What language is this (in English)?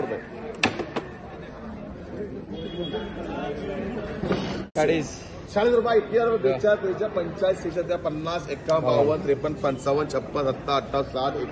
Marathi